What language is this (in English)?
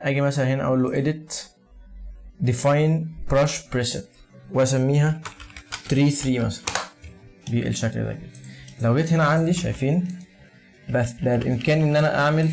Egyptian Arabic